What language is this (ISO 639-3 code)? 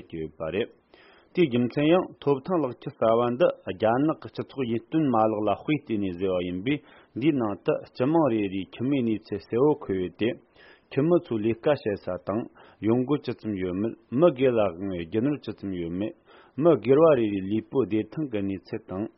bod